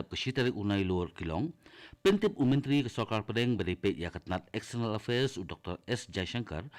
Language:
Khasi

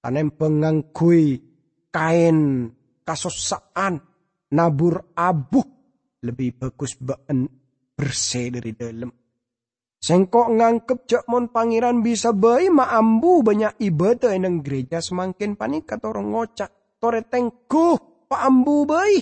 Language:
Madurese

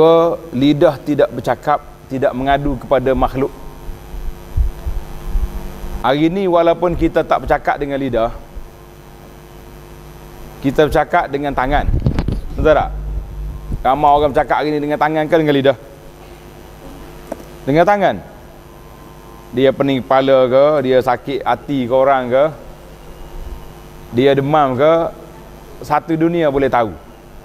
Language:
Malay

